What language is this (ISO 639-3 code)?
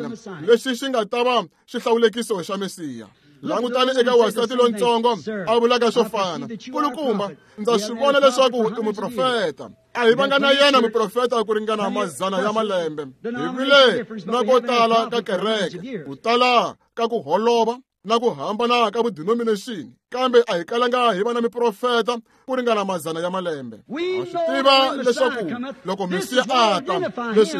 tso